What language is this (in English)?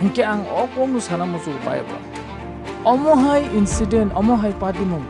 Kok Borok